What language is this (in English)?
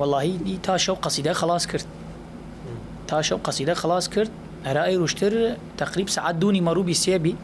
Southern Kurdish